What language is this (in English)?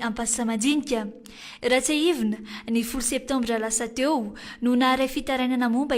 Malagasy